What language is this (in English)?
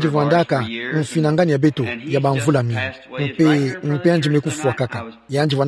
Kituba (Democratic Republic of Congo)